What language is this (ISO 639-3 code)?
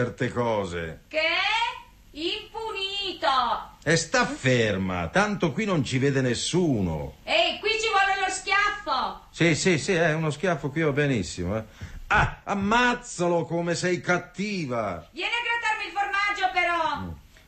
ita